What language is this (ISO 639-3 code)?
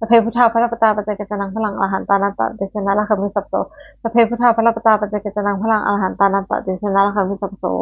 pli